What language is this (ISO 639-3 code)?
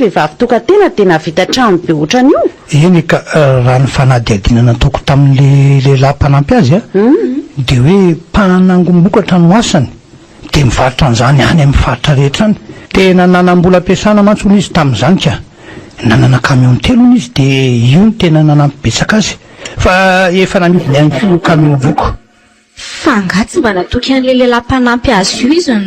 mlg